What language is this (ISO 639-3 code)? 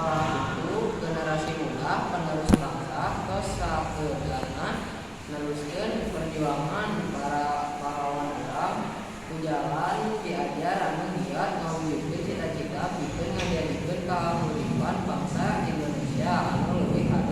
sun